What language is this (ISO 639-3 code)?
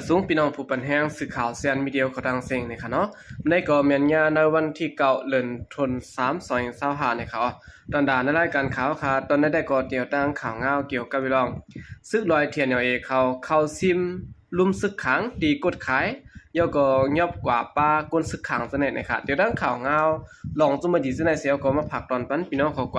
shn